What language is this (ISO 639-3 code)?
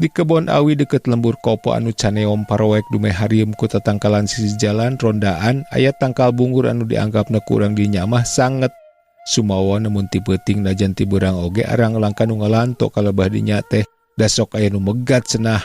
sun